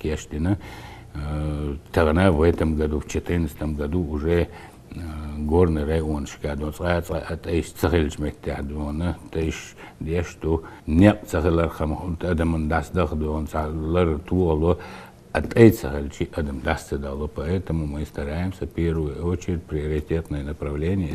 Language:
Chechen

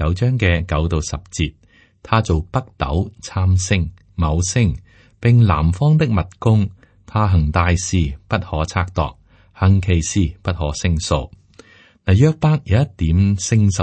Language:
Cantonese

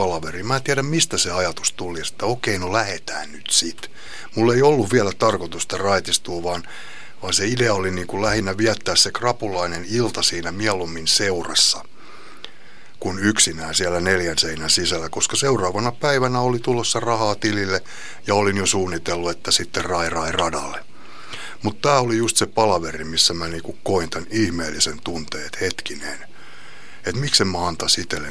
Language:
Finnish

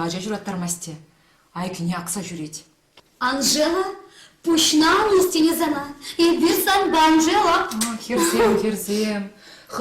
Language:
Chuvash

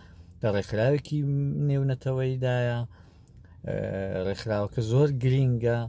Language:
Central Kurdish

